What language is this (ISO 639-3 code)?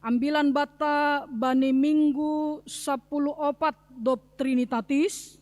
bts